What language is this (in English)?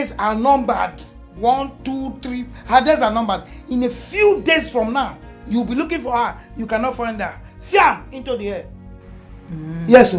Nigerian Pidgin